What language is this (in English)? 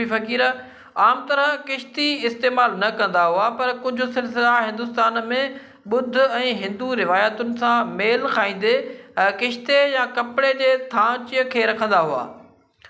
Sindhi